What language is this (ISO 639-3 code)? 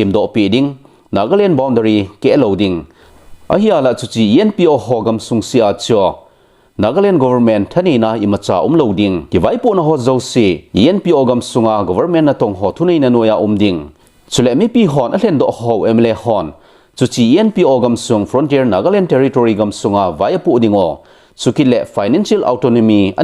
tcz